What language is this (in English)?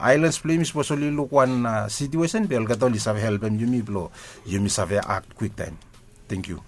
Bislama